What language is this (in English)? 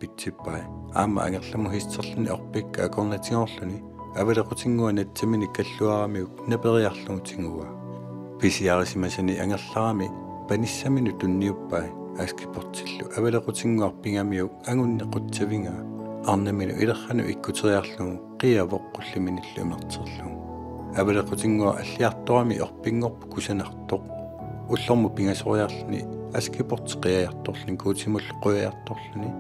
Kalaallisut